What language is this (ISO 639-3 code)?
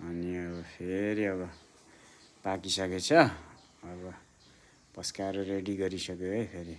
nep